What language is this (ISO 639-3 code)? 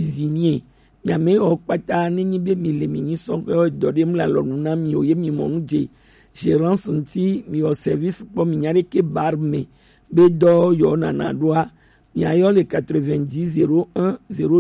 gej